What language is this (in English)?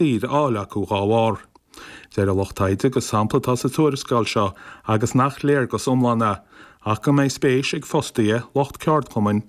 Irish